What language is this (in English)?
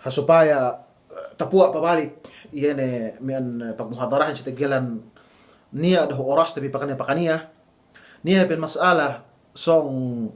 Yakan